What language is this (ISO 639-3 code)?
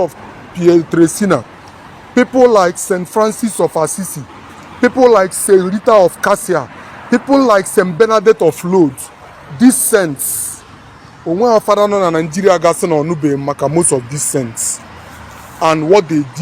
ibo